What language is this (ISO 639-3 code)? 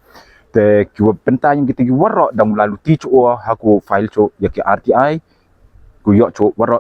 pbv